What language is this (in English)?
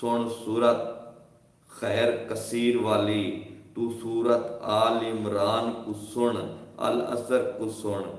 Saraiki